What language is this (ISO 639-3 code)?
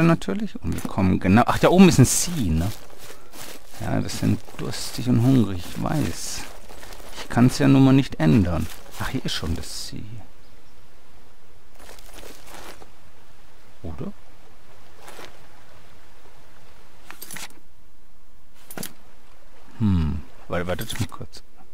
deu